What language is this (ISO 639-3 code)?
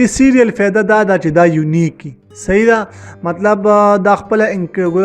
pus